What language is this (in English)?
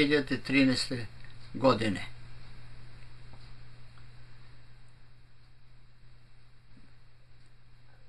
Serbian